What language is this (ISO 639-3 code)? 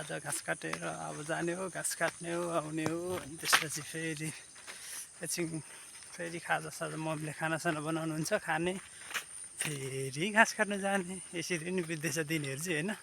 nep